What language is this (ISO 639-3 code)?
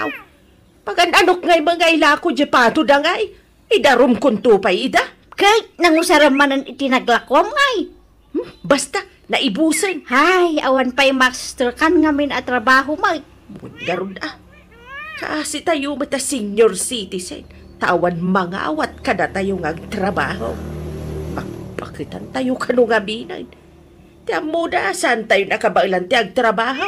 ilo